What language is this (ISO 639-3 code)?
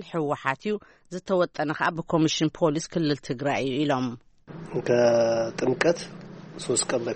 tir